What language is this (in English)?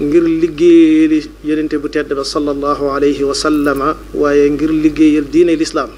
Wolof